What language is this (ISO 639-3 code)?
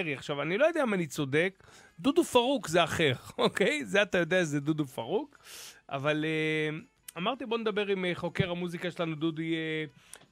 heb